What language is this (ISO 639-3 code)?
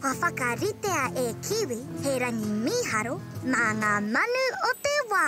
mri